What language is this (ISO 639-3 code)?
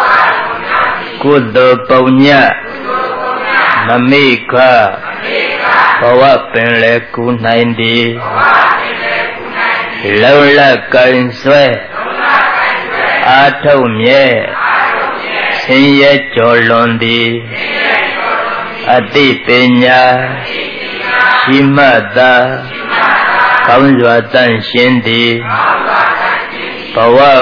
mya